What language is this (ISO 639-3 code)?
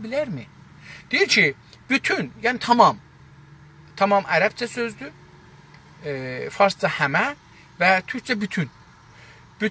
azb